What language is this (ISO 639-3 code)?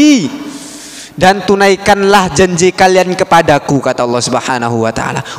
ind